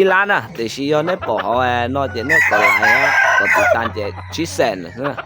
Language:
Hmong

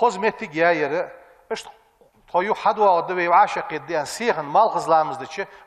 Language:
Ingush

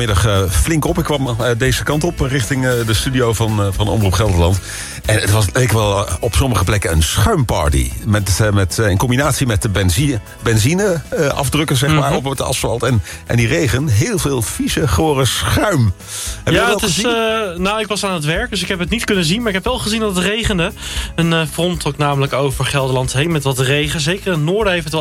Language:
Dutch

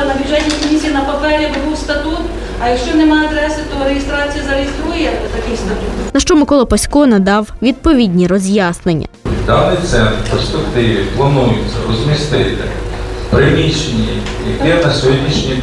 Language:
Ukrainian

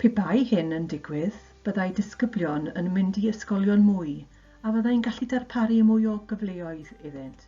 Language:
Welsh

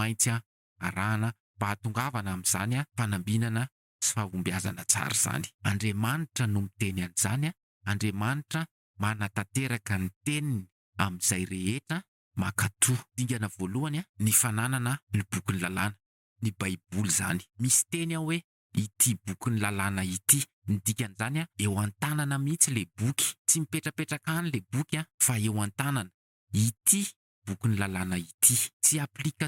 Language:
Malagasy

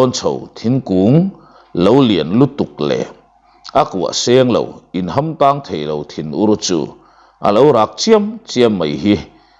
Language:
Mizo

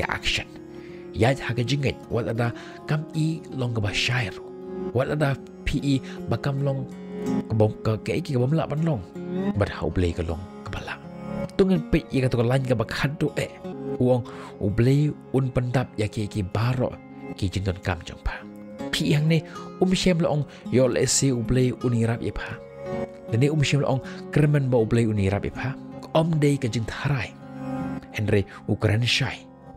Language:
Khasi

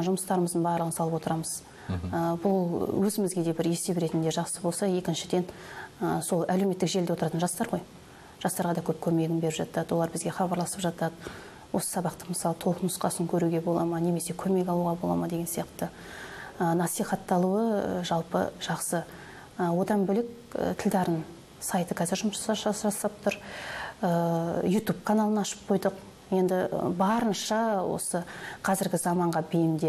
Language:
Kazakh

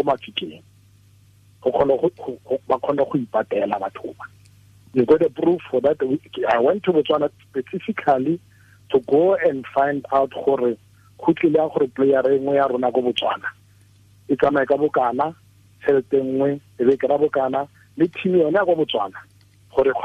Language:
Tswana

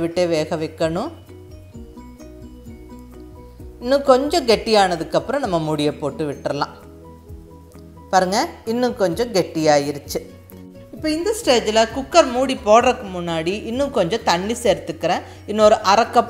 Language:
Tamil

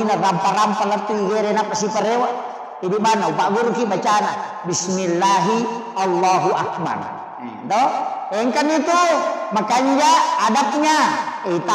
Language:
Buginese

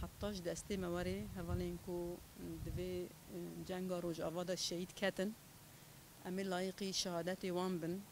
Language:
Kurdish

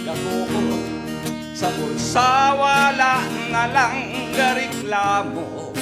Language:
Hiligaynon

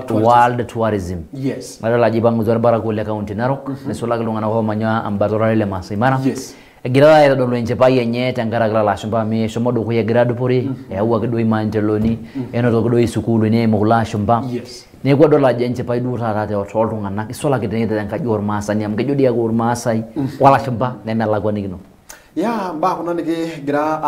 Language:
Masai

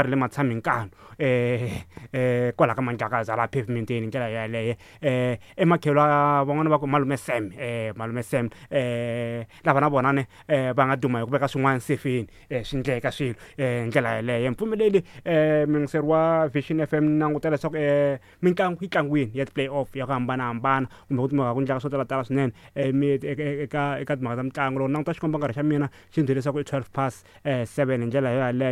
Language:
Tsonga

